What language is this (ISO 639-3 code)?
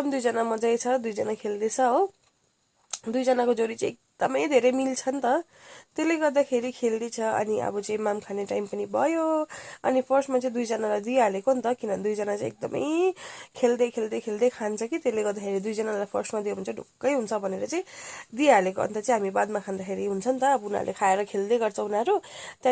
nep